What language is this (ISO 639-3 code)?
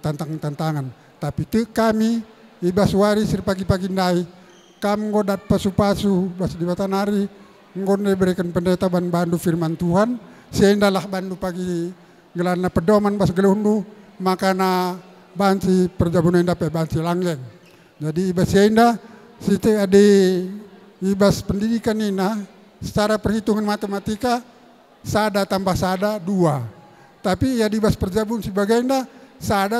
btx